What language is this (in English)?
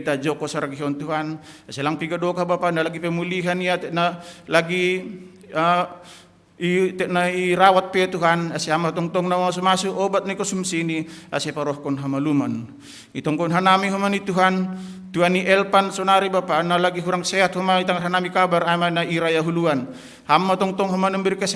Batak Simalungun